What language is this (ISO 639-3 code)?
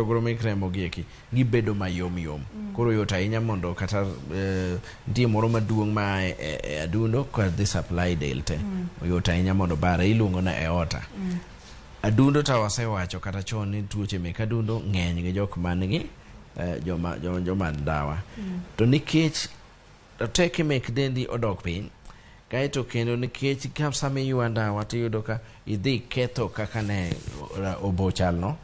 luo